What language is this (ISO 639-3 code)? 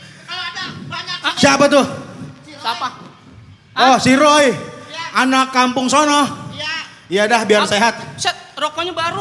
bew